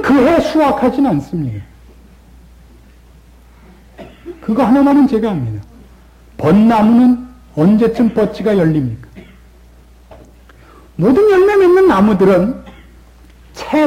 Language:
Korean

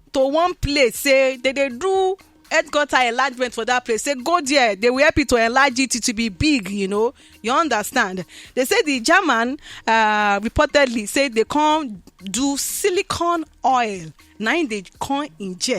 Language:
Nigerian Pidgin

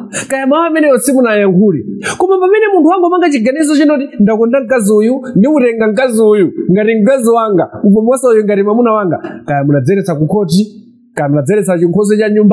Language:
Nyanja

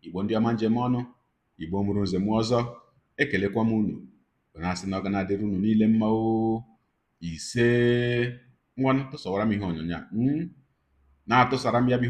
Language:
Igbo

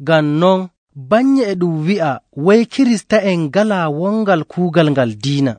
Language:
Nigerian Fulfulde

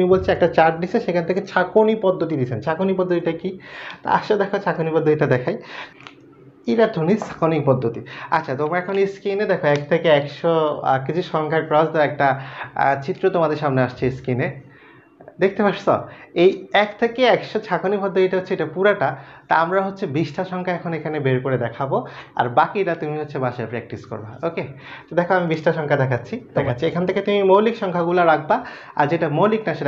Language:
Bangla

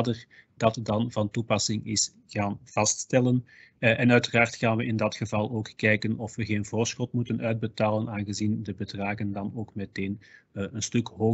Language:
Dutch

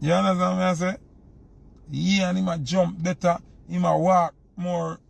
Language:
Jamaican Creole English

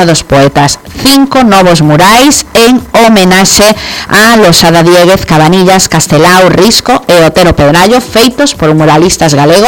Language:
Galician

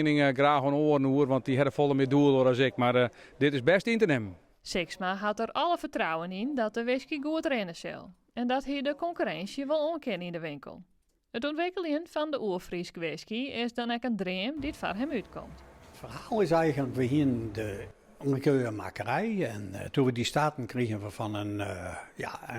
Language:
Western Frisian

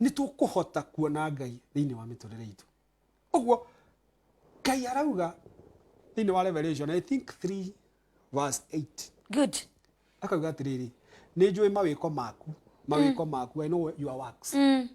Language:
Kikuyu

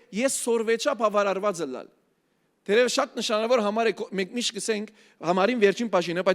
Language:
Western Armenian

